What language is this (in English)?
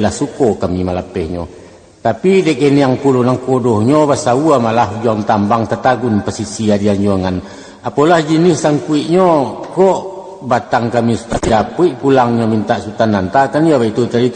Minangkabau